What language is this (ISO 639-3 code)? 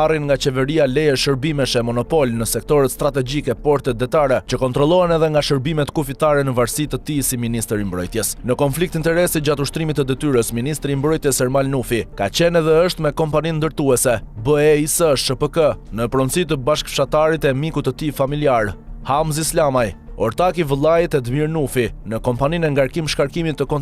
sqi